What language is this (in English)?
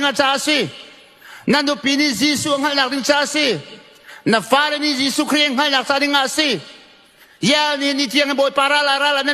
Hakha Chin